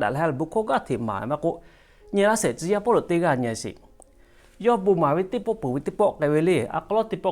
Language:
Lahu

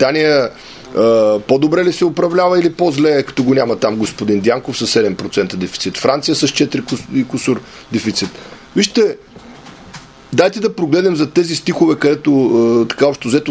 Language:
Bulgarian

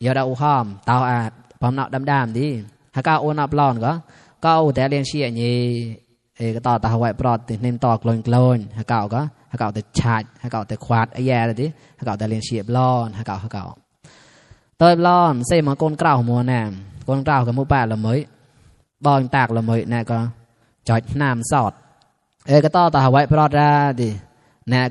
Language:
Mon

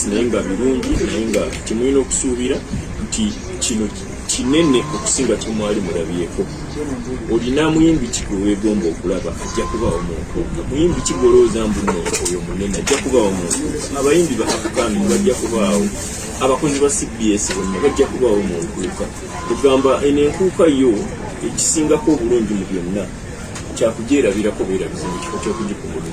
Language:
Ganda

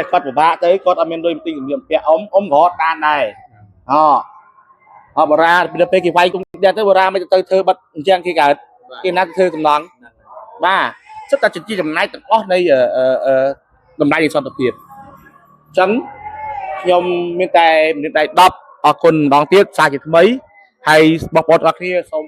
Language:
Khmer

